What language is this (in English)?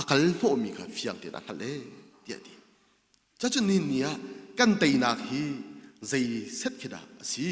Hakha Chin